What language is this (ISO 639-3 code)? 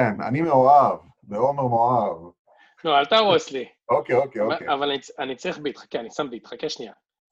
heb